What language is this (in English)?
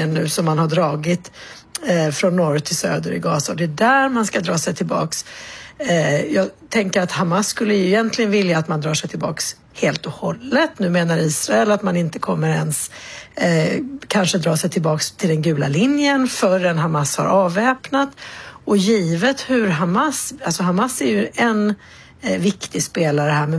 Swedish